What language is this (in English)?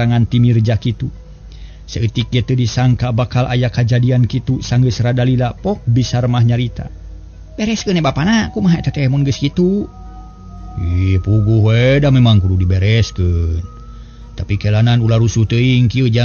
Sundanese